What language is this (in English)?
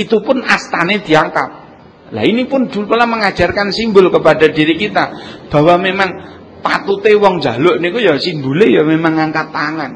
Javanese